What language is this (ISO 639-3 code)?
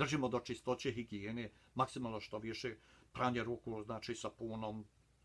bos